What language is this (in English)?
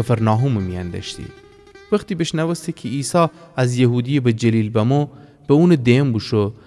Gilaki